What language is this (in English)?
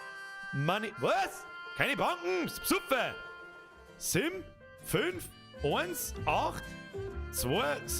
Bavarian